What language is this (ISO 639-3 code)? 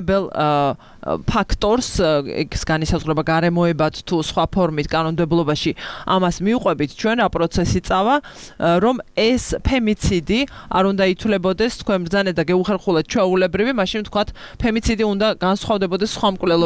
kat